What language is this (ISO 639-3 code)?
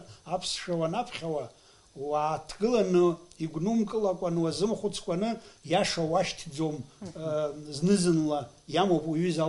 abk